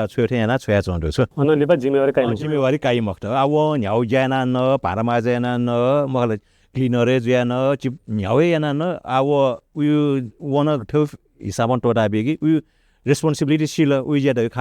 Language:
Newari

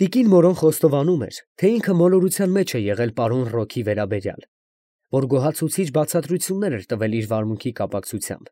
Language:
Armenian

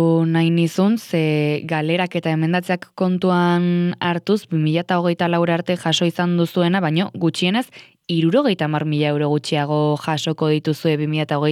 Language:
Basque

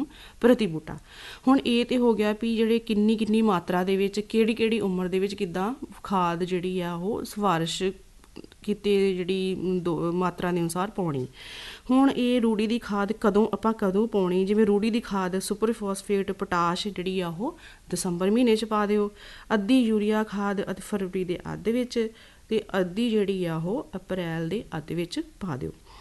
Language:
Punjabi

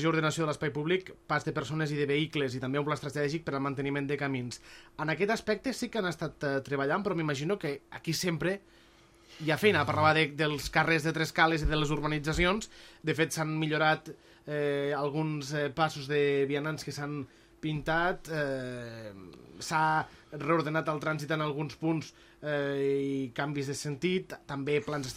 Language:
Catalan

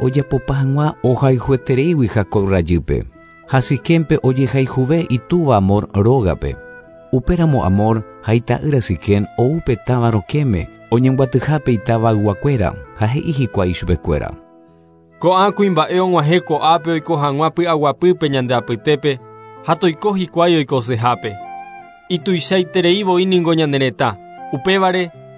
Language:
Guarani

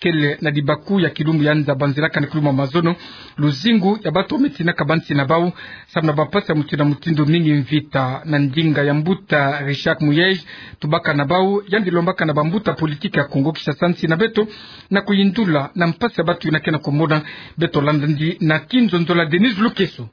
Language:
Kituba (Democratic Republic of Congo)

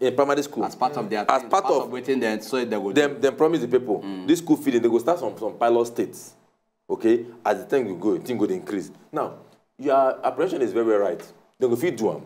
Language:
Nigerian Pidgin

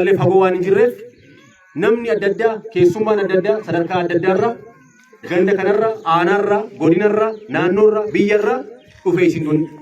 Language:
Oromo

